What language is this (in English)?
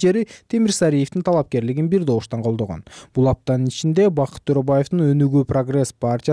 Kyrgyz